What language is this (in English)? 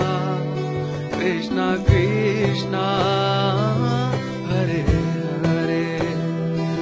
Telugu